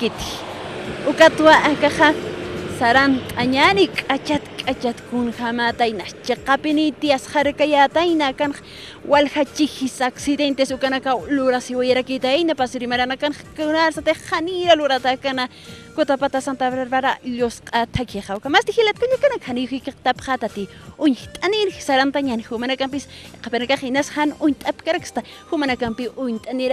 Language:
Aymara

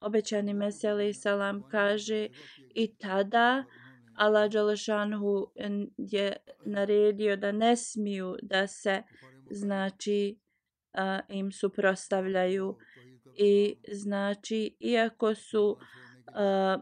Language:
Bosnian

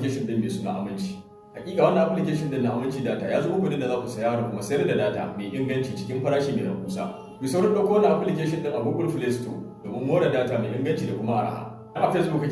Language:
Hausa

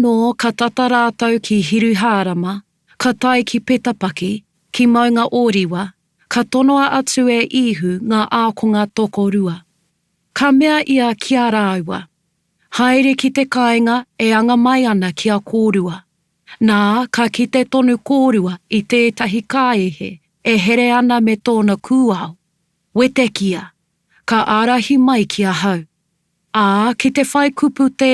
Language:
Māori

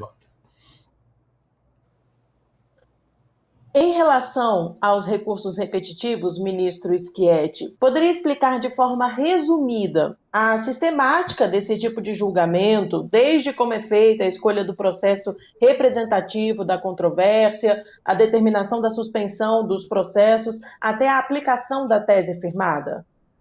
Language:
Portuguese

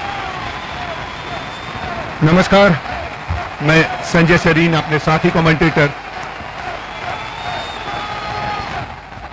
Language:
Hindi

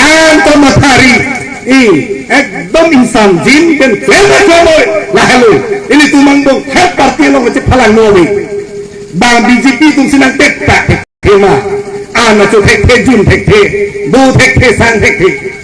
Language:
Karbi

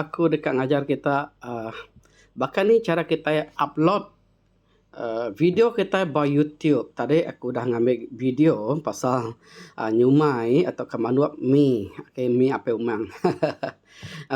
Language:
Iban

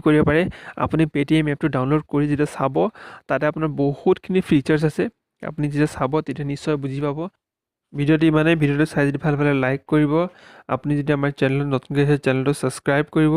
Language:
Assamese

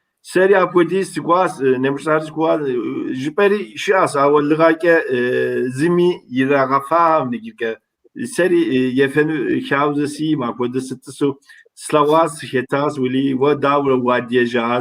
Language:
Kabardian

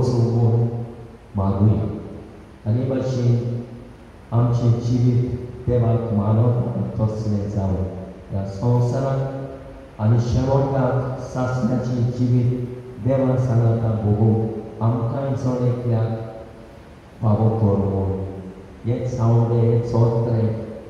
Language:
Konkani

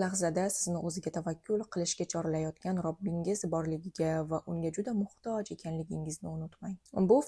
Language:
Uzbek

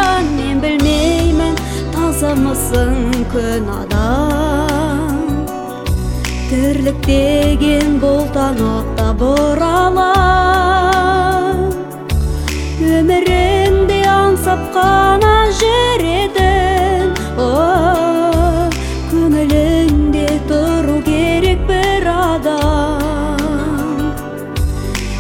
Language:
Kazakh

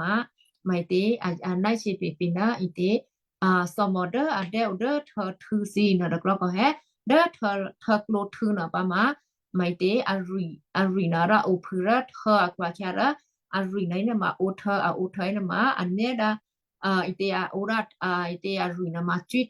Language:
Western Kayah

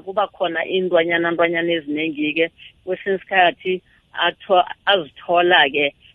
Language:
South Ndebele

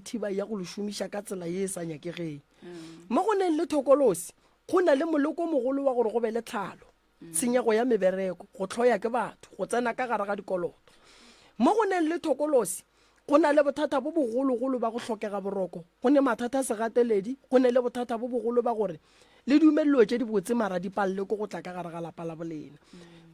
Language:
Northern Sotho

